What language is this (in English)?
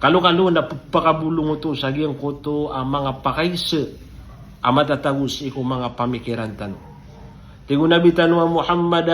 Maranao